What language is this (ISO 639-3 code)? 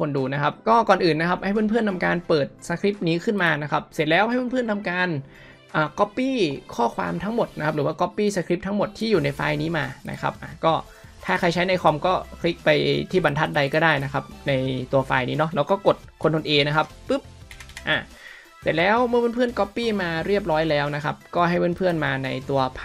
tha